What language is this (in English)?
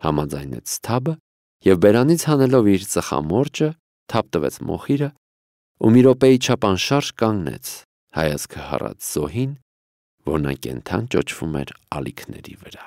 Armenian